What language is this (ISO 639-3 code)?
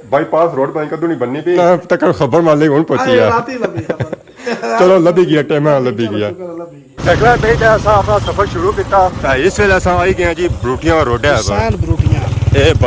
phr